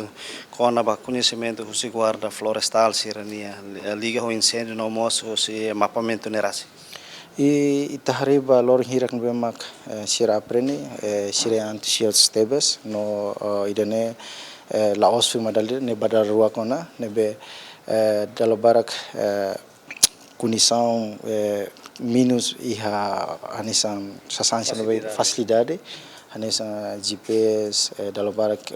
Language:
Tetum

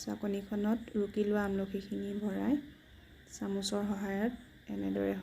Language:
Assamese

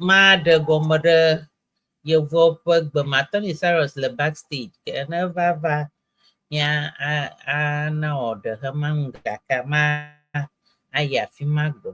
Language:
Ewe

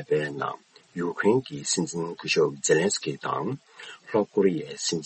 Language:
Tibetan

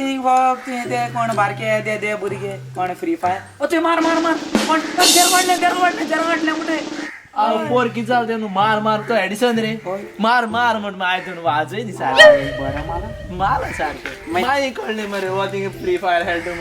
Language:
Konkani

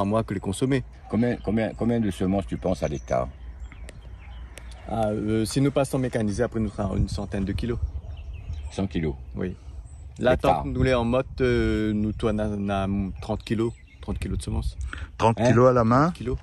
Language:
Réunion Creole French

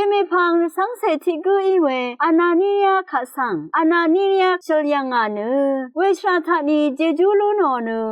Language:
Rawang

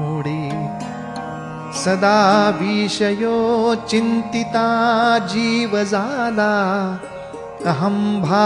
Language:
Marathi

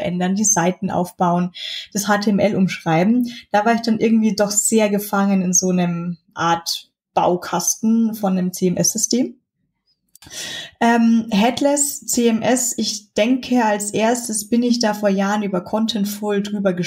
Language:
German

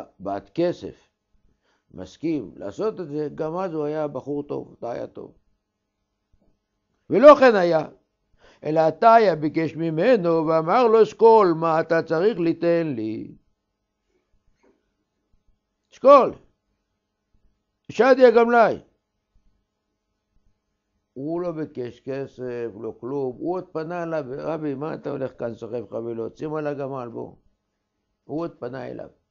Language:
Hebrew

